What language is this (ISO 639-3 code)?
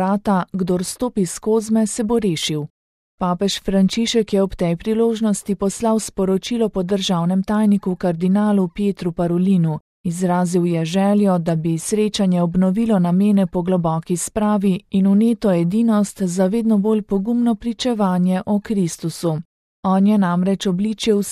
slv